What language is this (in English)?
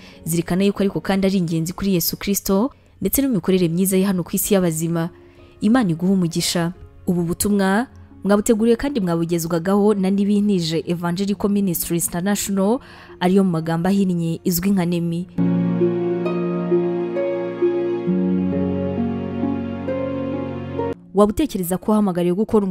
Kinyarwanda